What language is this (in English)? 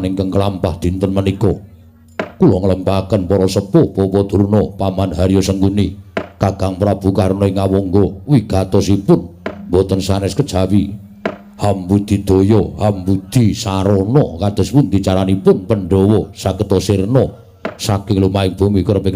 Javanese